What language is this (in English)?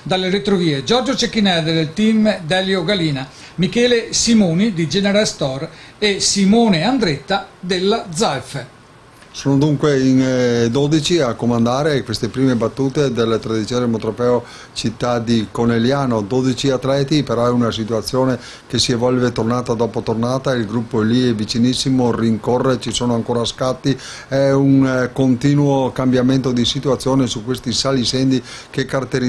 Italian